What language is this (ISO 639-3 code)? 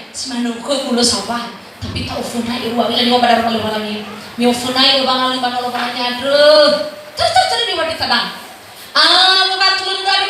nia